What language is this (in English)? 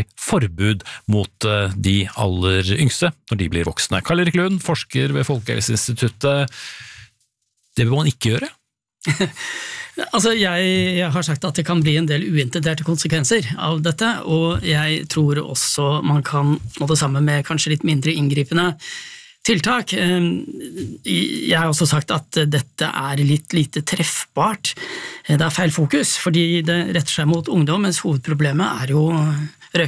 Norwegian